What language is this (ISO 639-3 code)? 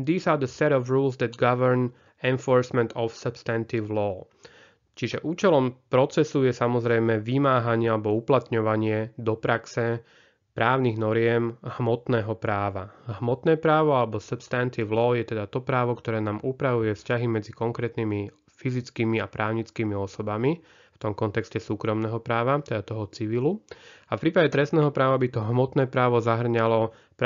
slk